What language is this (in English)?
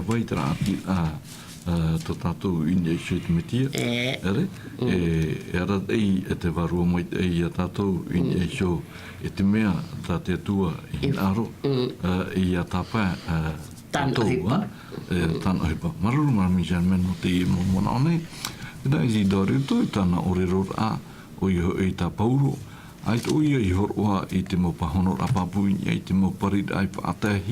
Tahitian